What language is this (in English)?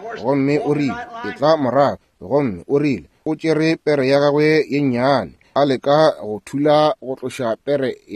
Northern Sotho